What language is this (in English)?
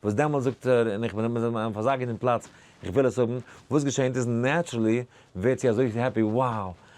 Yiddish